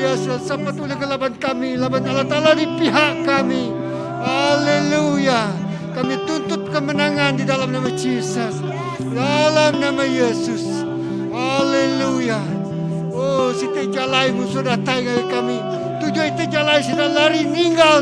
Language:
Iban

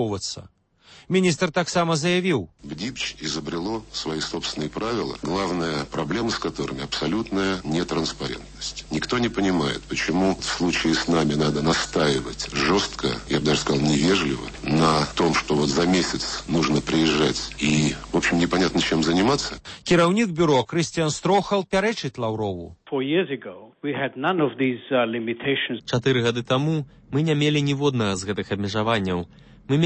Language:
Belarusian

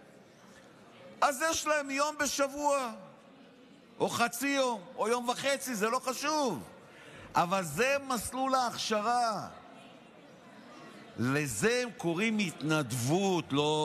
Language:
Hebrew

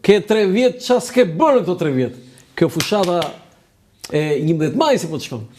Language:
Albanian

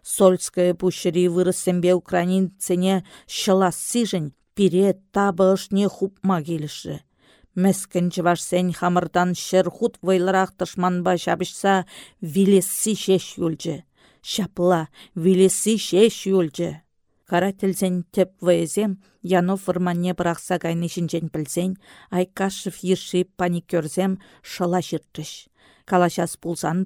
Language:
Chuvash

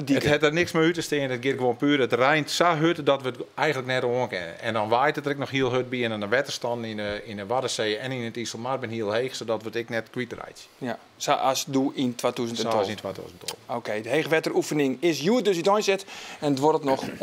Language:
Western Frisian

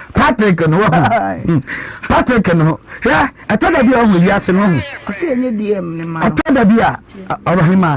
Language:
Akan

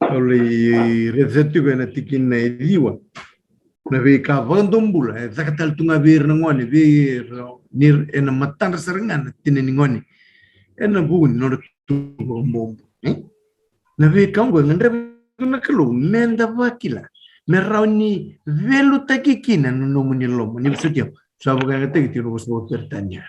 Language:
Fijian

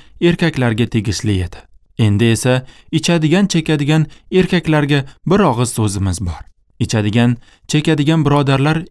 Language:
Uzbek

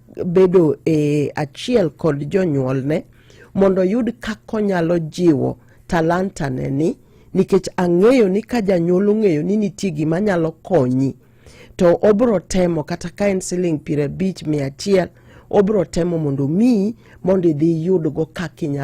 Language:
Luo (Kenya and Tanzania)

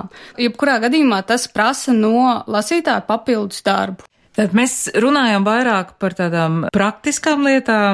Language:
Latvian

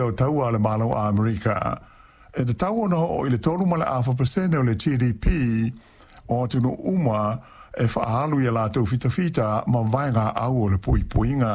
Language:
Samoan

